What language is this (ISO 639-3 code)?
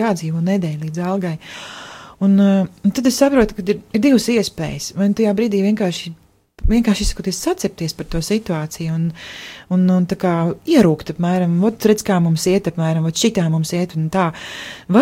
lav